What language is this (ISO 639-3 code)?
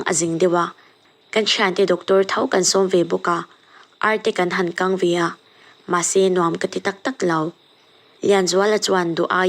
lus